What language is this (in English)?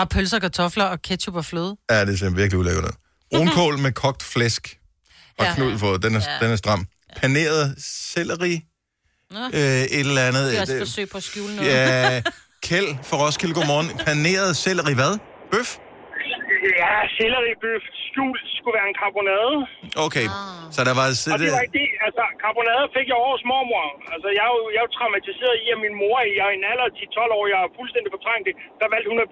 Danish